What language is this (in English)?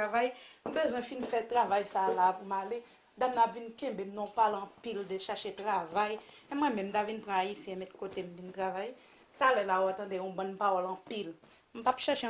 Haitian Creole